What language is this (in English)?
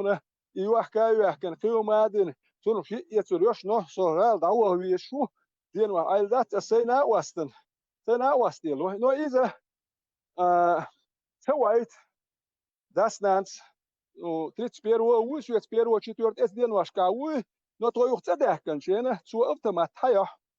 Chechen